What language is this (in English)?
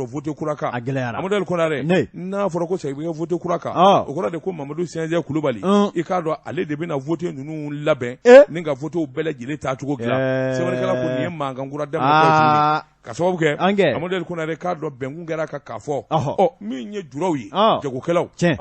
Bambara